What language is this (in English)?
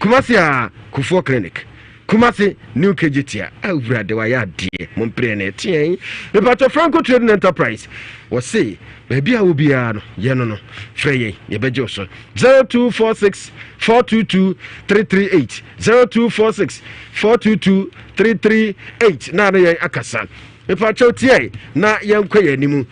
Akan